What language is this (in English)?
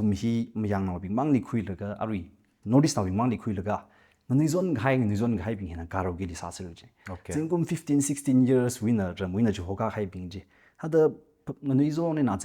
Tangkhul Naga (India)